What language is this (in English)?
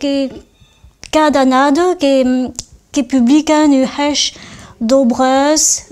Occitan